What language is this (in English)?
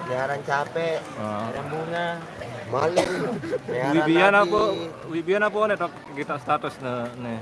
Sasak